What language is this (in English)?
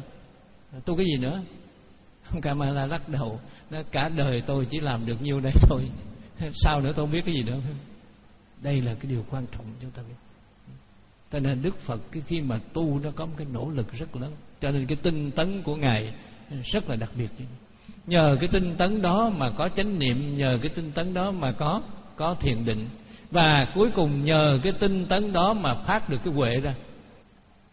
Vietnamese